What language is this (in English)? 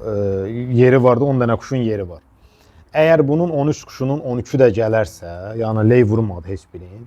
Azerbaijani